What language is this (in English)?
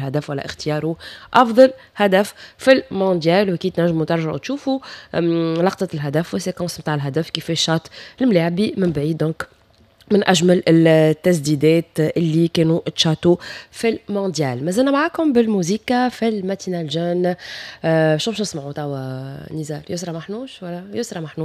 Tunisian Arabic